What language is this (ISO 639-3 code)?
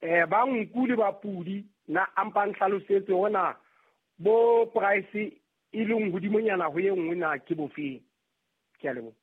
sot